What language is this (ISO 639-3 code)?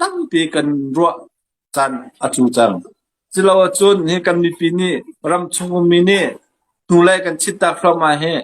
cnh